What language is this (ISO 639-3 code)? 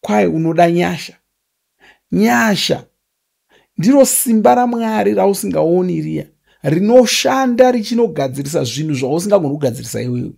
sna